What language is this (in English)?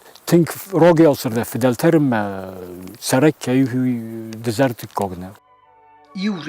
Ossetic